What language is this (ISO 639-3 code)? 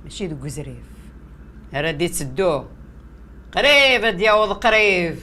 kab